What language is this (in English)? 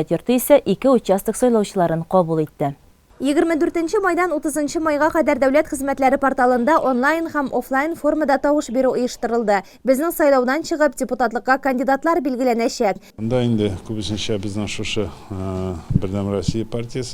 Tatar